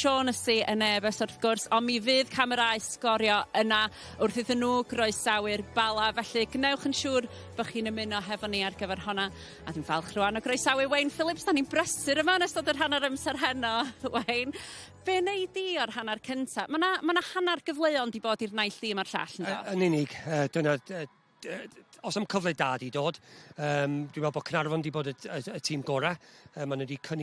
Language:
Welsh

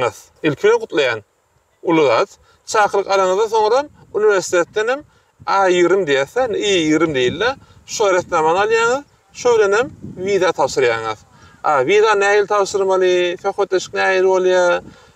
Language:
Turkmen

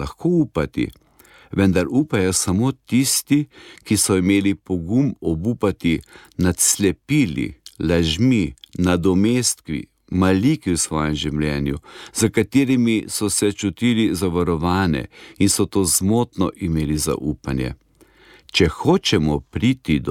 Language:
Slovenian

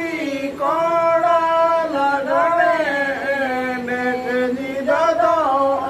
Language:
Santali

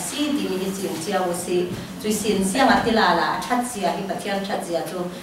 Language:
Falam Chin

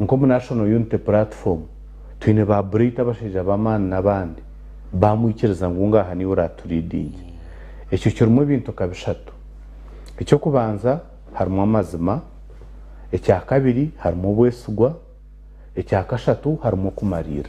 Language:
Nyankole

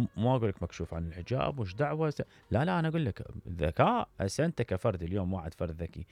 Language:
Mesopotamian Arabic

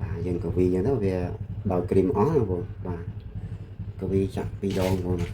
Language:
Khmer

